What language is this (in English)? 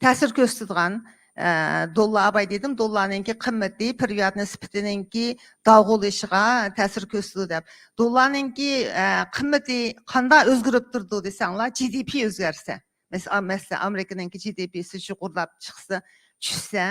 Uyghur